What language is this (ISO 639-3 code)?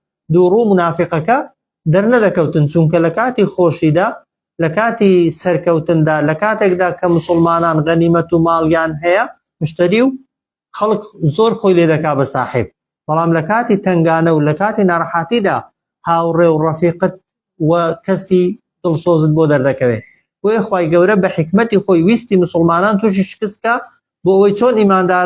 ckb